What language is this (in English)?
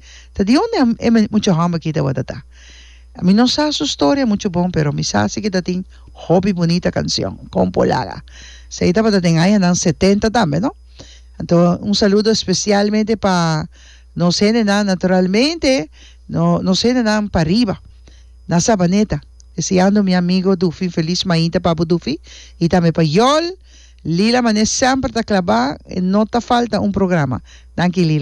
Papiamento